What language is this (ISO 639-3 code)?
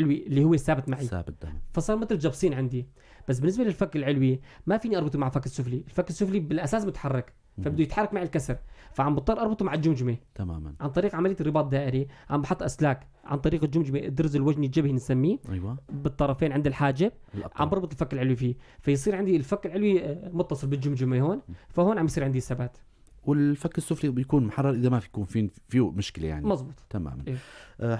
apc